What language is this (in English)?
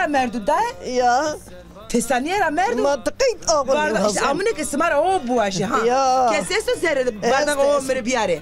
Zaza